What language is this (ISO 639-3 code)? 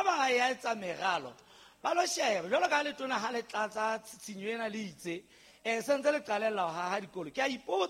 sot